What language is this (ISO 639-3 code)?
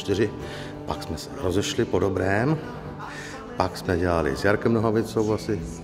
ces